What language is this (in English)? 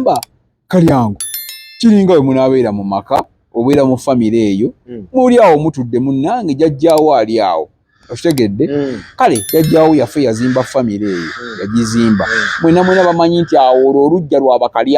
Ganda